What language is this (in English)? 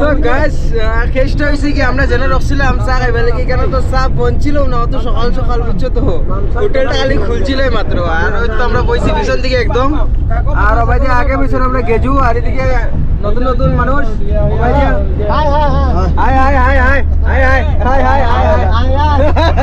Sylheti